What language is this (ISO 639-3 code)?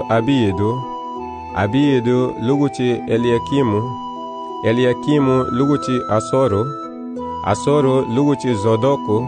cab